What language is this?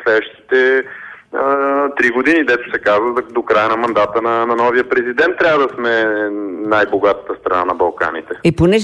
Bulgarian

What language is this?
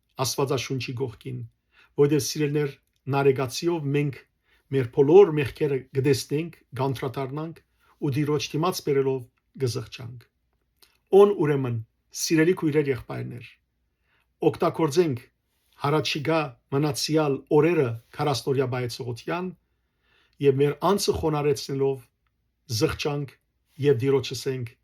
Western Armenian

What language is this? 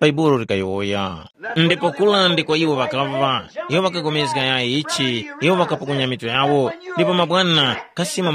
Tumbuka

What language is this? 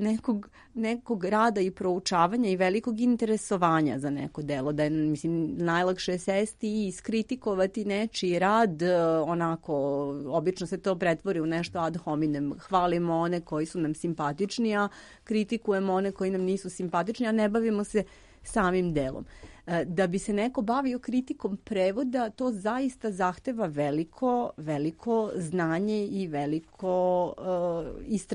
Serbian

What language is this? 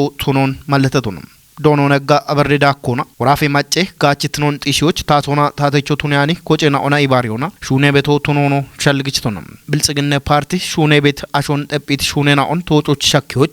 Kafa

